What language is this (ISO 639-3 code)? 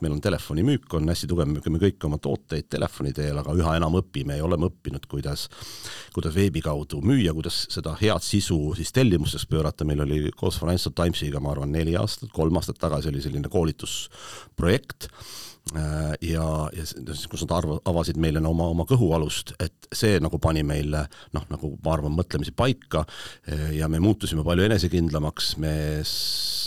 est